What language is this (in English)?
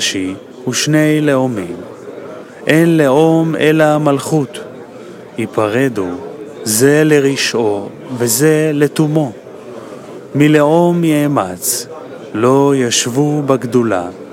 Hebrew